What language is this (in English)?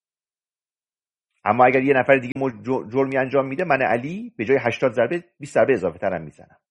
Persian